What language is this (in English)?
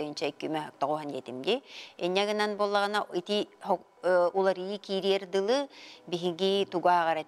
Yakut